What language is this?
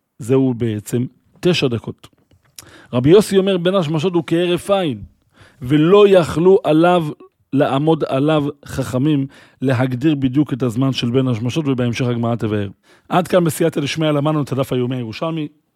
Hebrew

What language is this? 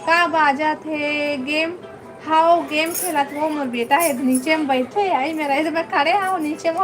Chhattisgarhi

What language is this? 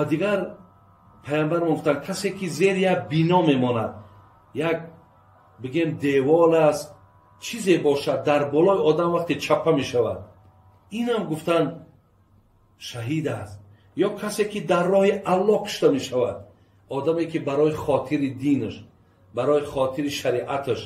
Tajik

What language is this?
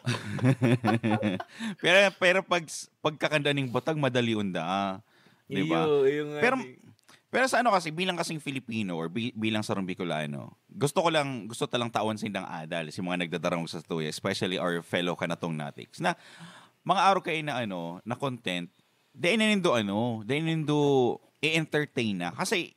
Bikol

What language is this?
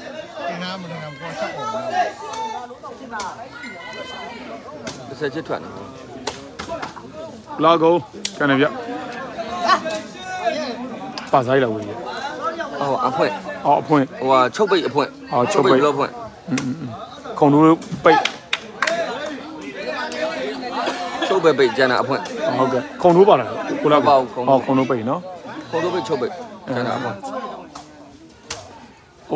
Burmese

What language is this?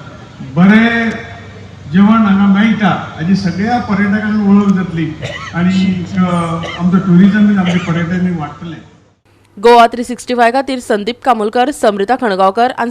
Konkani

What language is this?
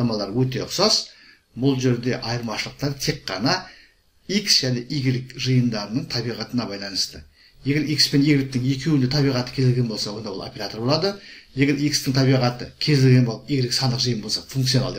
Kazakh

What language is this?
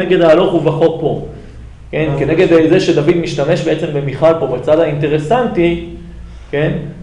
Hebrew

